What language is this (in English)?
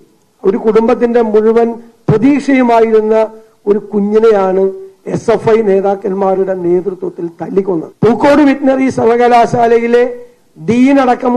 Malayalam